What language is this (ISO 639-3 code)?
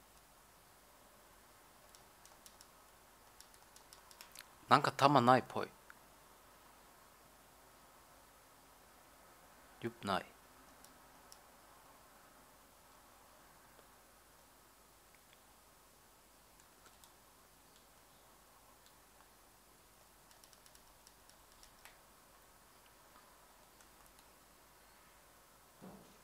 jpn